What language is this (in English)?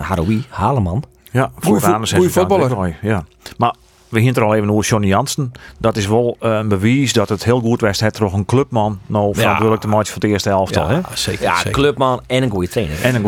Western Frisian